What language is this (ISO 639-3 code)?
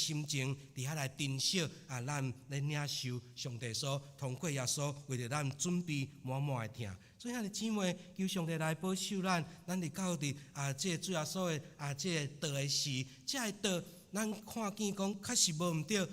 nan